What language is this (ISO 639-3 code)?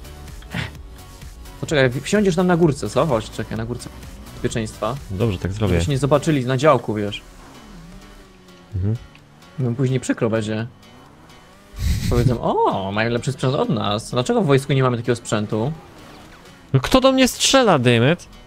pol